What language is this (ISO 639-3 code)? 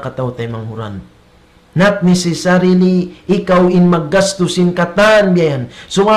tsg